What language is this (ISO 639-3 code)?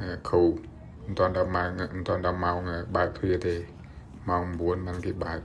khm